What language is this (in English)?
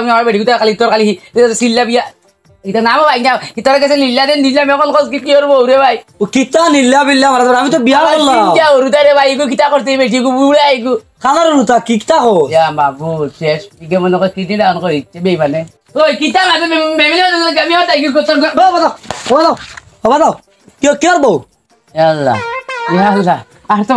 Sylheti